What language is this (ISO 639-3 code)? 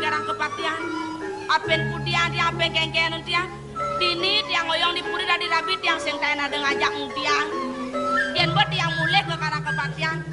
ban